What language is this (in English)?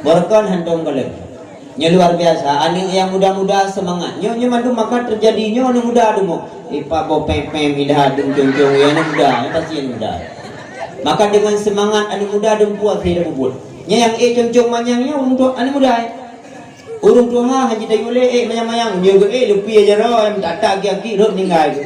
Achinese